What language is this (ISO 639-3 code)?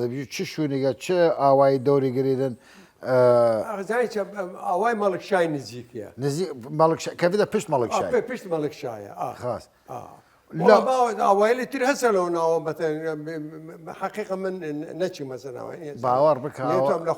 sdh